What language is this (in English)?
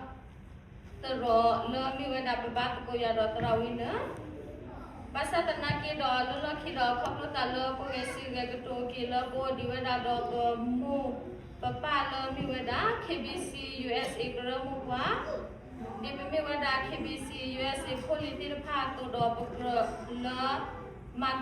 S'gaw Karen